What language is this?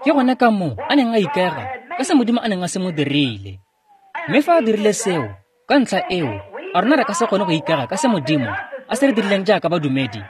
Tswana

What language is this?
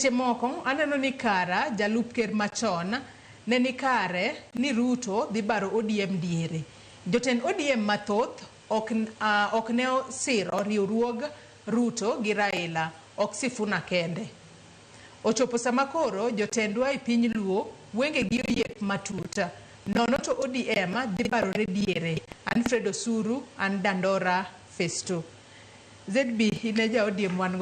Luo (Kenya and Tanzania)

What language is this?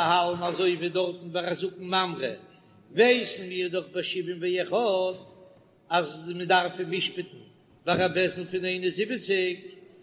Yiddish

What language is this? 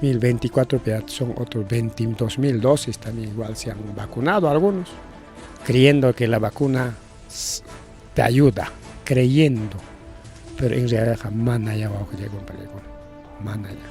Ayacucho Quechua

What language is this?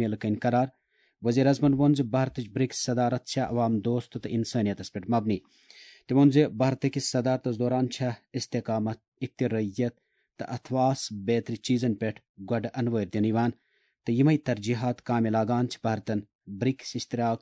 Kashmiri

